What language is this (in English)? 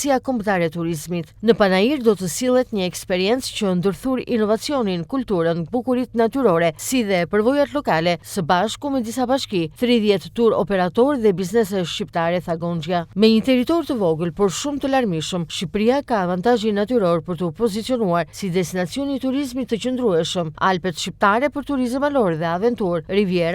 Albanian